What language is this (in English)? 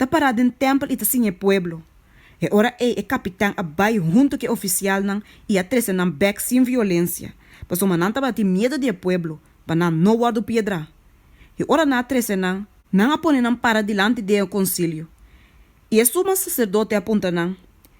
Papiamento